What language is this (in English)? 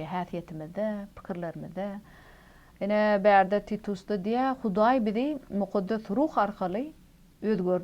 Turkmen